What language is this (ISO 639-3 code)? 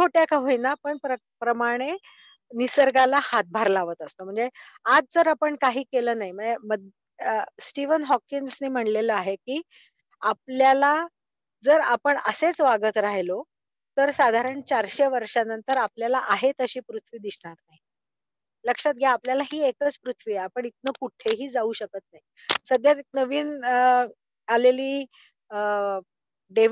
mar